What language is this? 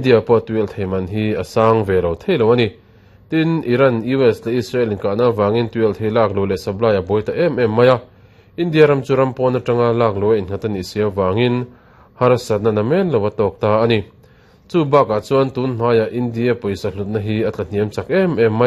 Mizo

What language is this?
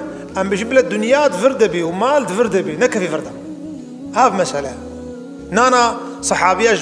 Kurdish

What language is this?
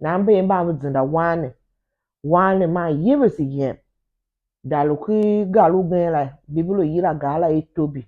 Tiv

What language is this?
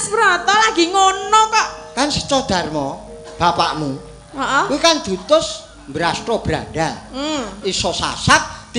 Javanese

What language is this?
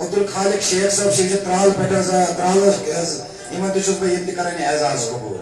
Kashmiri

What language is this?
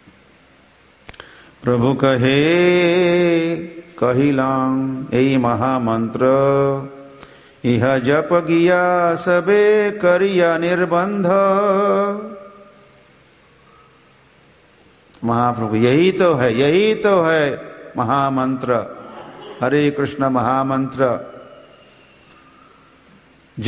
Hindi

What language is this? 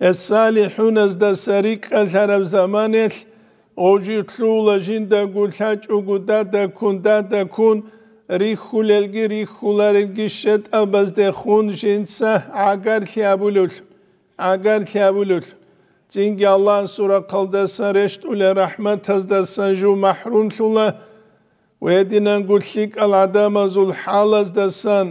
Avaric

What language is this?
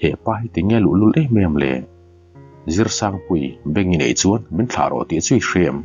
Mizo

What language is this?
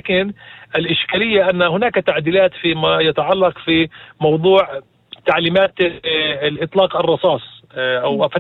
North Levantine Arabic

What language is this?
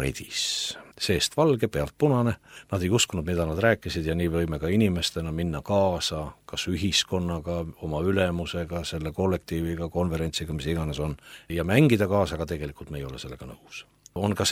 Estonian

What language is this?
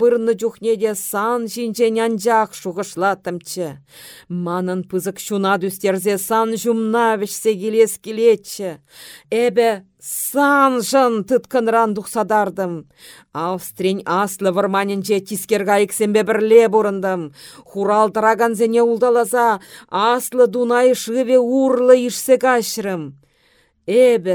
Chuvash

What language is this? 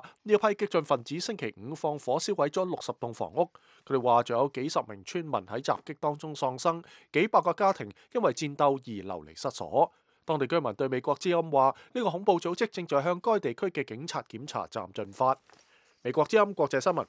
Cantonese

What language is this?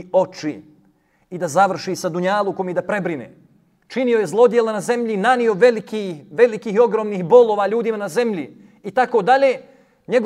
Bosnian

